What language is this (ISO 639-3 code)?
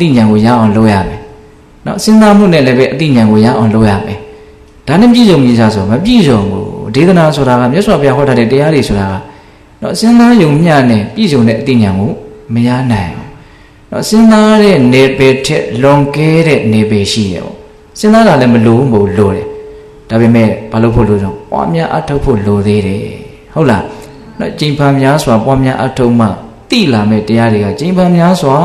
mya